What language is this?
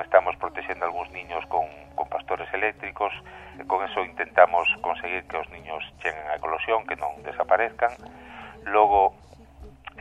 Galician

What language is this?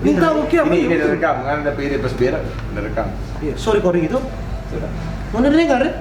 Manado Malay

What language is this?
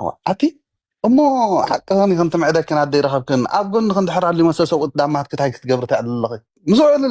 Tigrinya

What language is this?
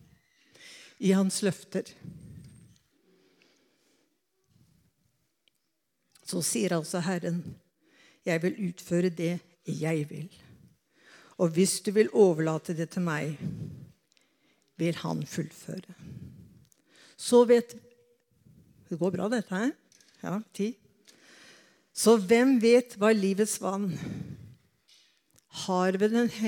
Norwegian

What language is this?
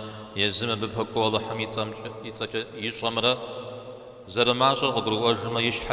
Kabardian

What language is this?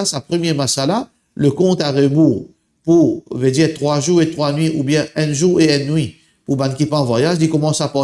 Morisyen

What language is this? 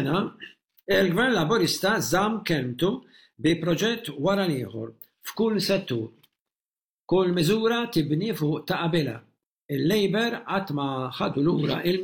Maltese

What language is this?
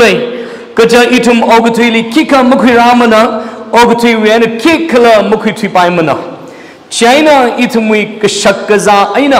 Tangkhul Naga (India)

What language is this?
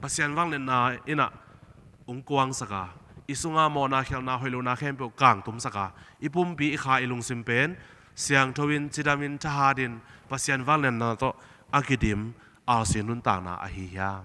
Tedim Chin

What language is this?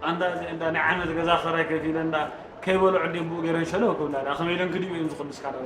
Tigrinya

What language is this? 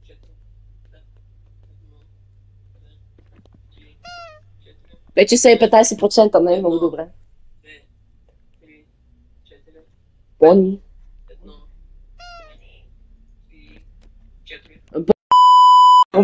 Bulgarian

